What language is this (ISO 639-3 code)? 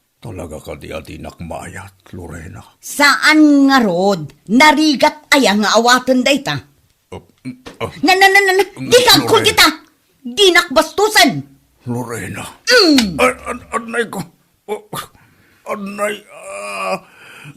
ilo